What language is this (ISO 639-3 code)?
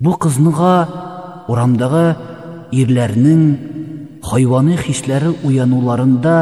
tat